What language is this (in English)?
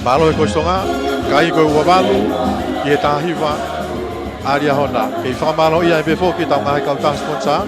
Tongan